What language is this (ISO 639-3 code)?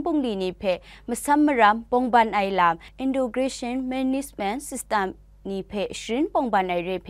kac